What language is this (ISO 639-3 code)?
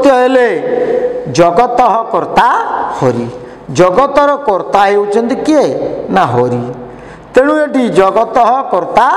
ori